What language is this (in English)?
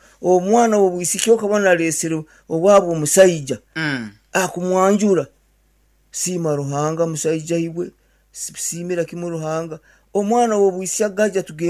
Nyankole